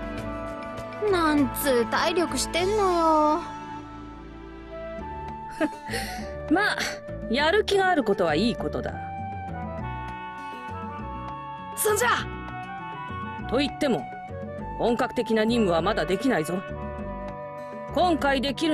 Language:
Japanese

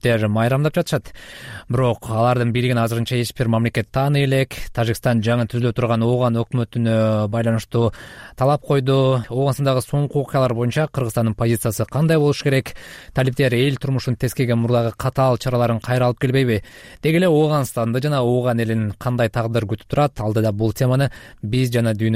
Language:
Kyrgyz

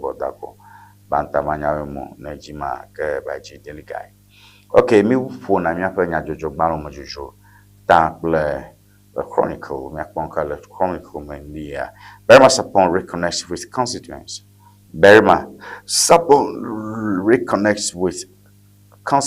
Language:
Ewe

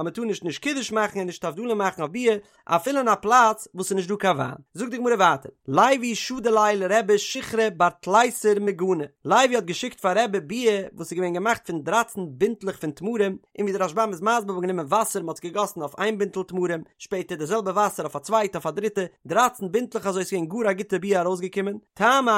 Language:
Yiddish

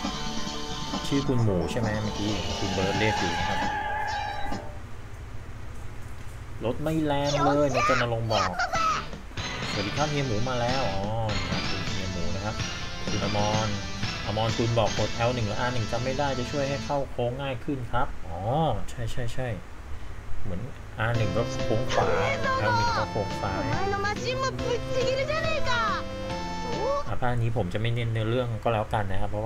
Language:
Thai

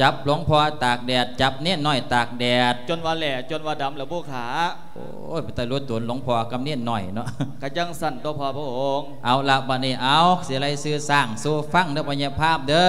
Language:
Lao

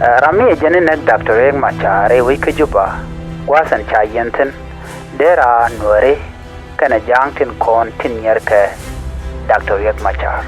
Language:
Nuer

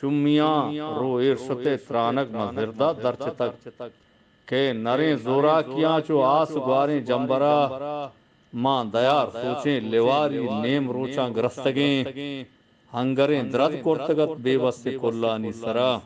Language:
Eastern Balochi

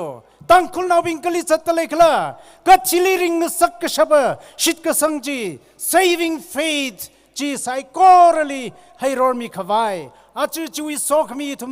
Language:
Tangkhul Naga (India)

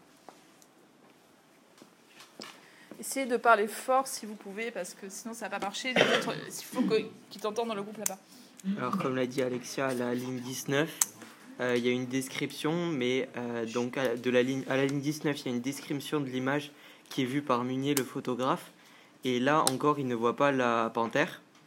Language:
French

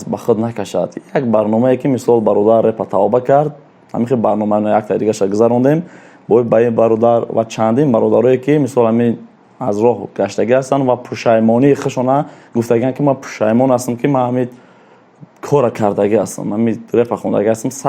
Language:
Tajik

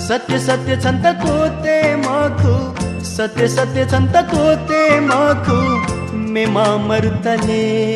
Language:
Newari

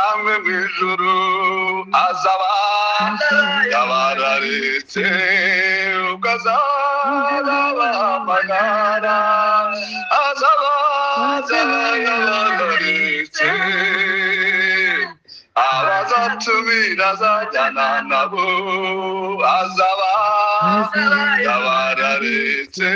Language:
Kinyarwanda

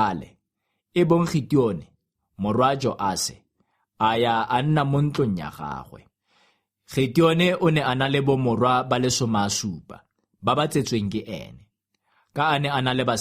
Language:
Tswana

